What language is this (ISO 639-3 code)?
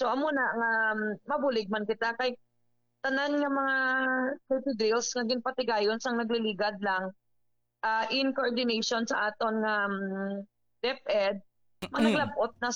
hil